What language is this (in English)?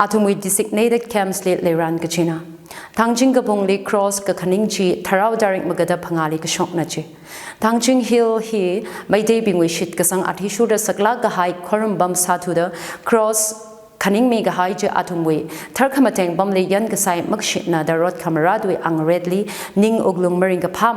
Tangkhul Naga (India)